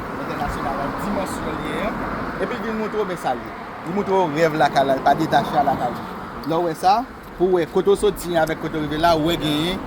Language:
Haitian Creole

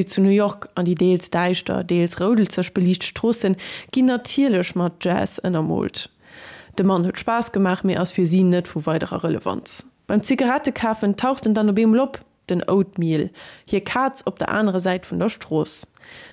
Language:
Luxembourgish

